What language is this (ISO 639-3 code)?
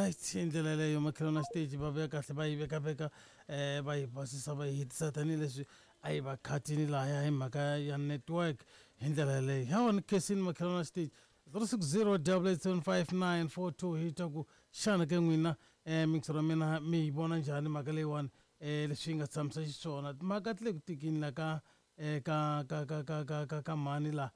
tso